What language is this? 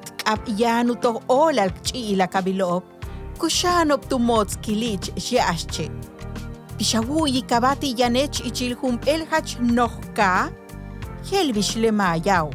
Yucateco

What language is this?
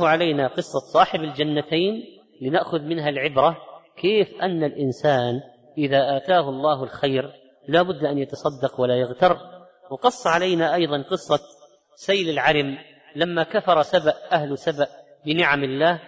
Arabic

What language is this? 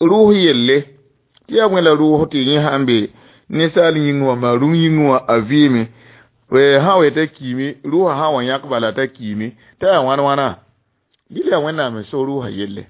Mossi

